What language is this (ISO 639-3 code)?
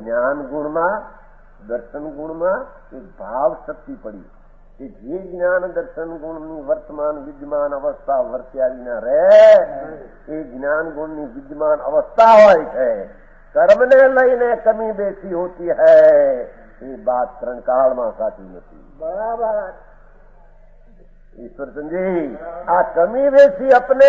guj